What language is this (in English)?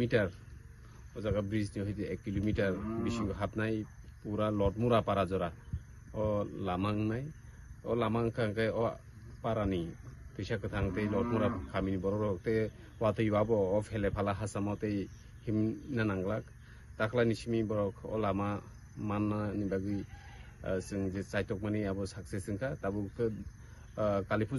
Kok Borok